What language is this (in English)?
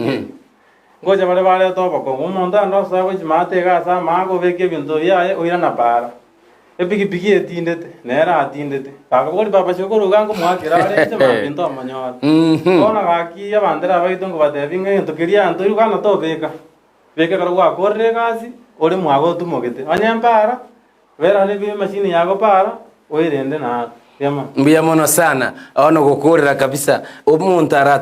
Gusii